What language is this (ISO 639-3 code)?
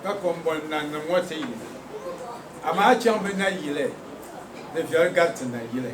dag